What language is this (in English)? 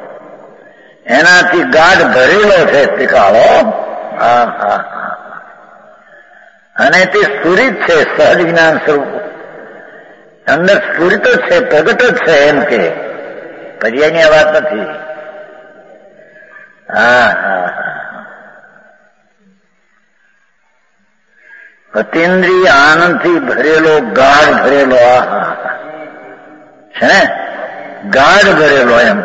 Gujarati